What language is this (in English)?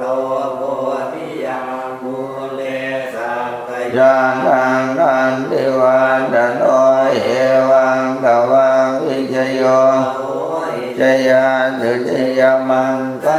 Pali